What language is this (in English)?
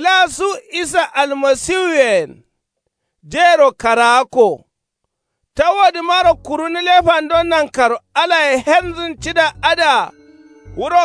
Kanuri